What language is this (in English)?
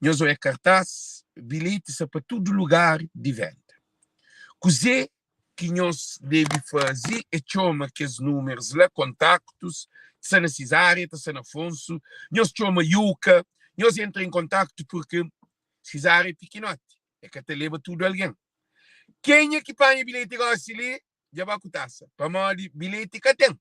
Kabuverdianu